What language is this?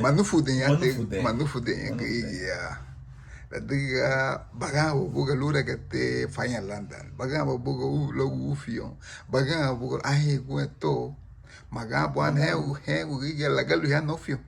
Garifuna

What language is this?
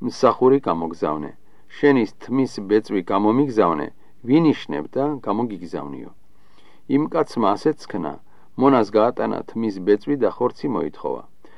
Georgian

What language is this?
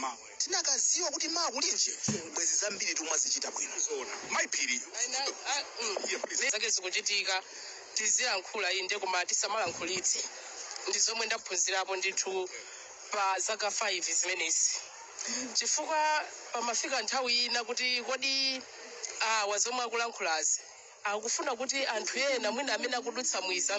Nyanja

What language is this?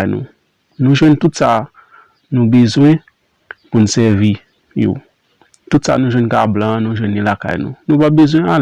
Haitian Creole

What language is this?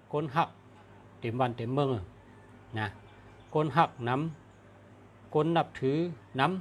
Shan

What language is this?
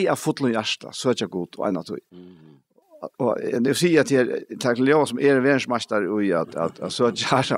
Faroese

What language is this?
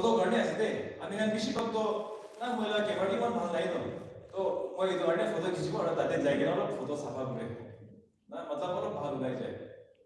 Naga Pidgin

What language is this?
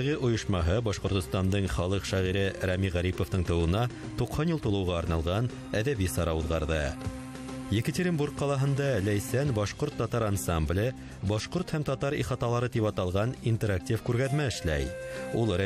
Bashkir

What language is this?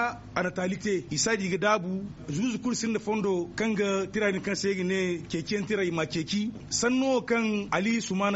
Zarma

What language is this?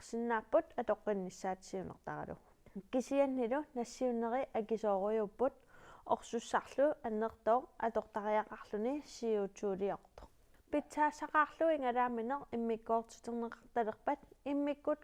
Kalaallisut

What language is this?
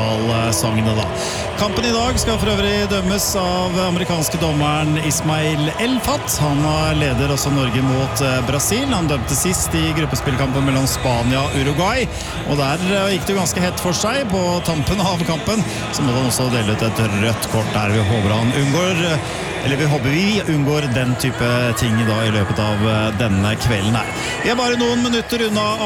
Norwegian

